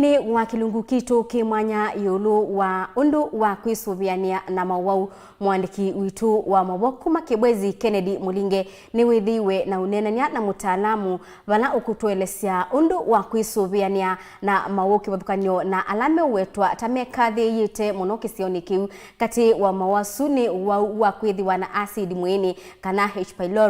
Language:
Kamba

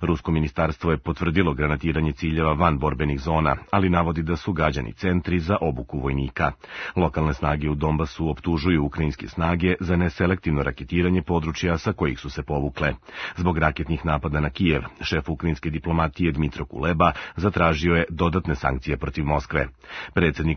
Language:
Serbian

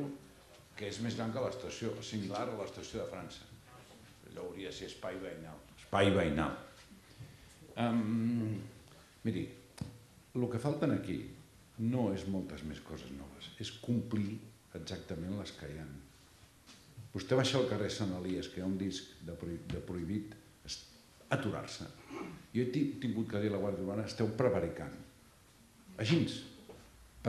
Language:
Catalan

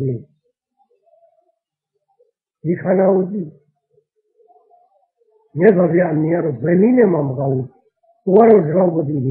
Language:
Burmese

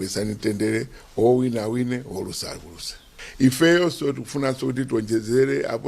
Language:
Nyanja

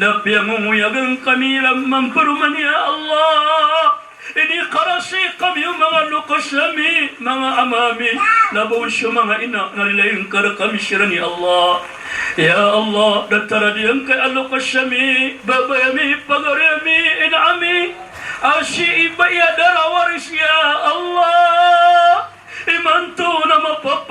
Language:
Maranao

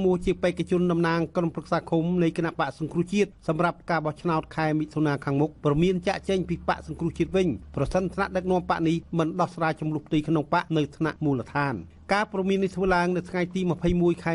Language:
Khmer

